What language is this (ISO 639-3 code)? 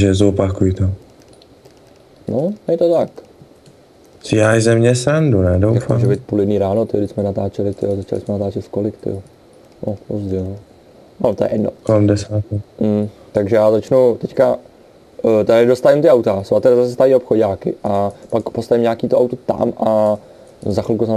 ces